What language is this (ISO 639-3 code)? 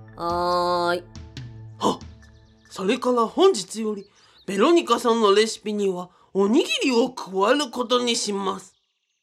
jpn